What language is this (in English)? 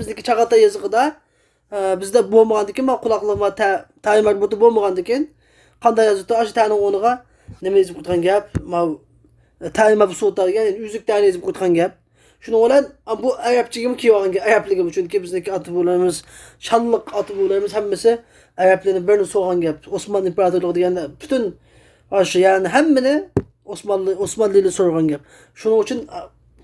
Uyghur